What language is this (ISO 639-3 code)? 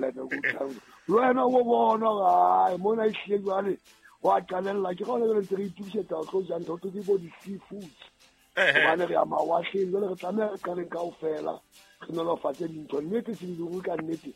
sot